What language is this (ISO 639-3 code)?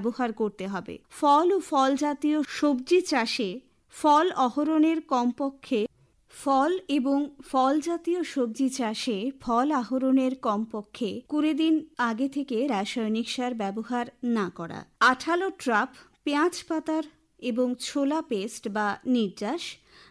ben